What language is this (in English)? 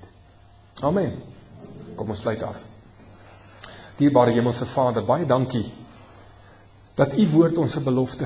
Afrikaans